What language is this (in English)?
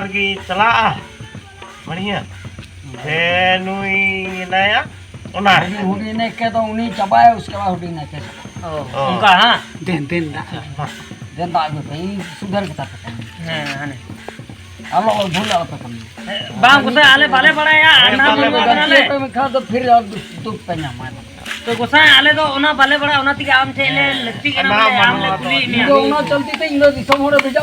Santali